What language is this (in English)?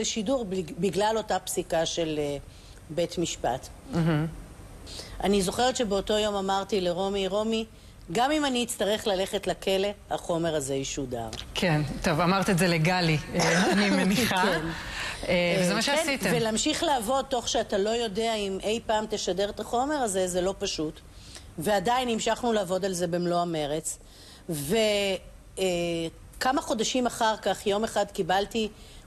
Hebrew